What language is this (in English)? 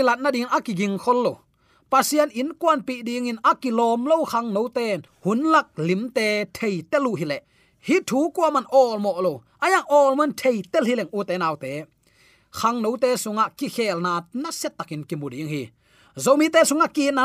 Tedim Chin